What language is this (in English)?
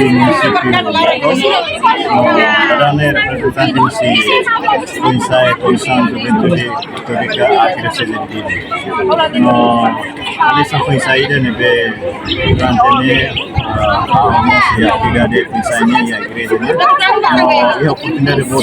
Tetum